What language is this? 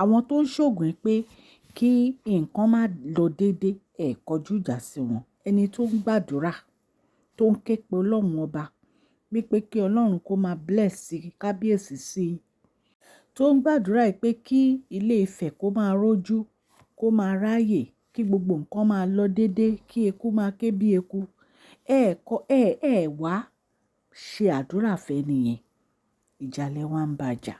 Yoruba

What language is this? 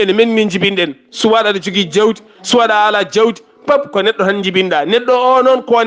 Fula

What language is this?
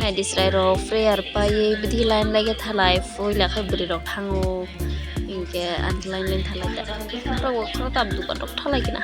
Kok Borok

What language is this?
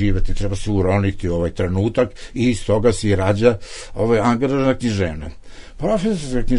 Serbian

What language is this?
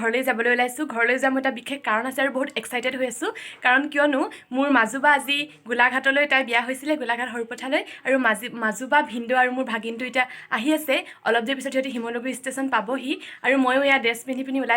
Assamese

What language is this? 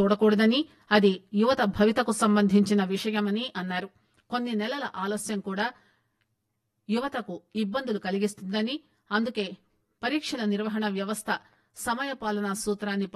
Telugu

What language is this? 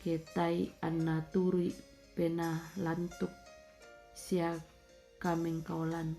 Toraja-Sa'dan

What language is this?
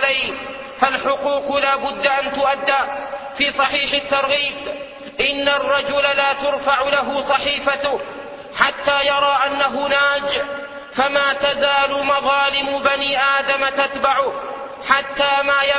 Arabic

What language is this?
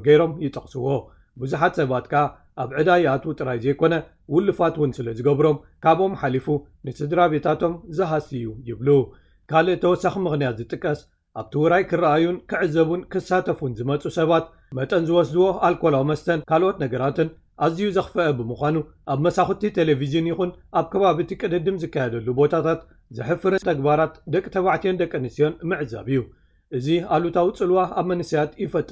Tigrinya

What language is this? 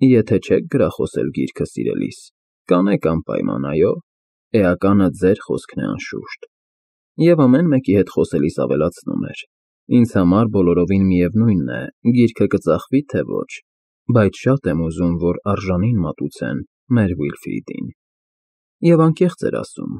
Armenian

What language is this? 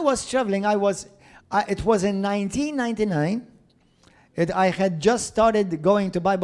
English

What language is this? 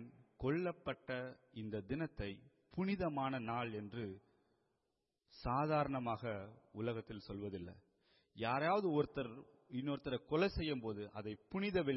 Tamil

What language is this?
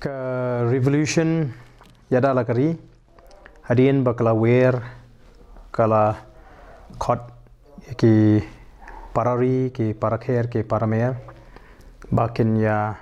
Khasi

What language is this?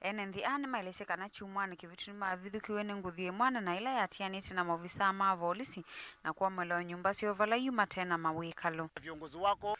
Kamba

